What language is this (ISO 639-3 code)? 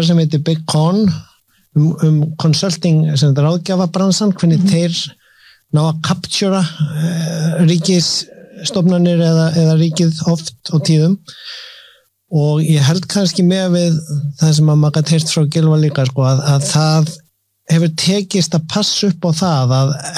isl